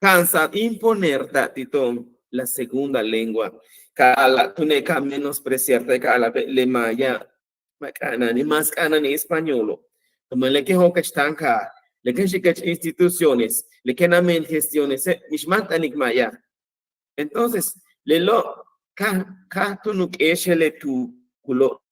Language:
Yucateco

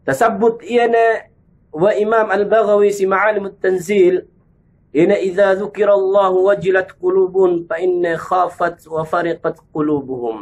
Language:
Yakan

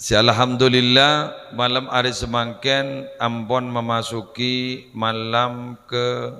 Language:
Madurese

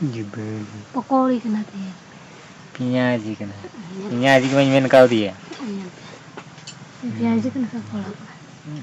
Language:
Santali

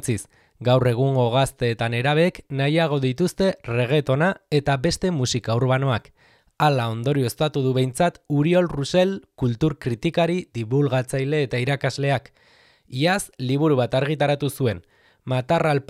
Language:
Basque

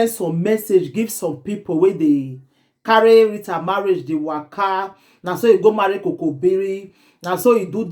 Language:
Nigerian Pidgin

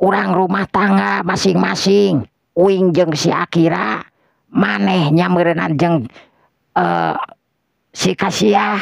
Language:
Sundanese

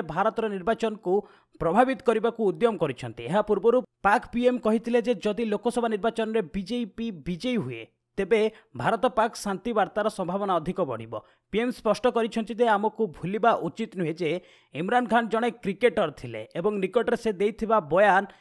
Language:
Odia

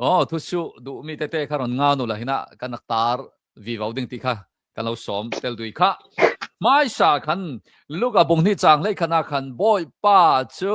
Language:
Hakha Chin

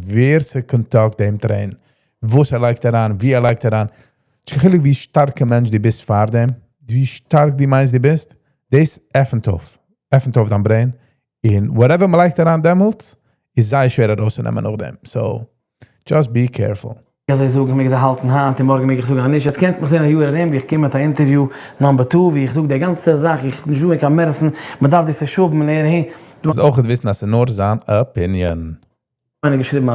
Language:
Yiddish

